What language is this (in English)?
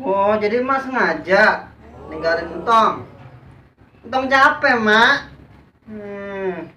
Betawi